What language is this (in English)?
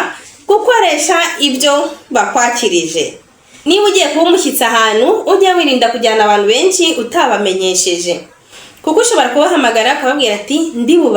Kinyarwanda